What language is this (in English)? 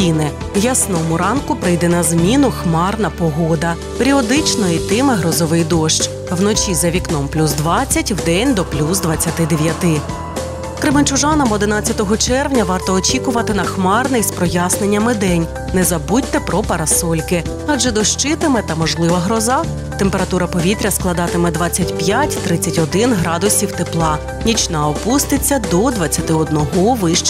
Ukrainian